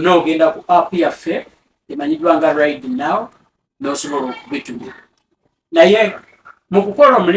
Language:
Ganda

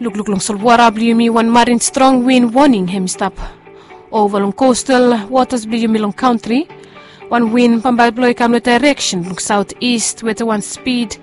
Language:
Bislama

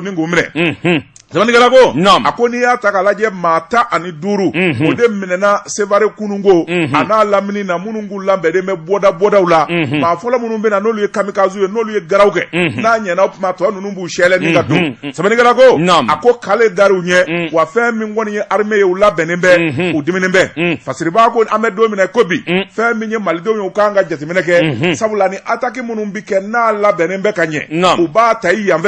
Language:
Bambara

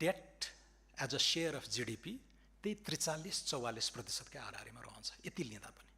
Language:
Nepali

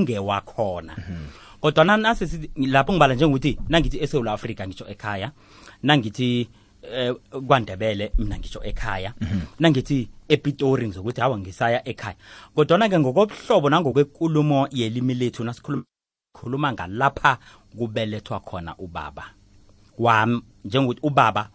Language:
South Ndebele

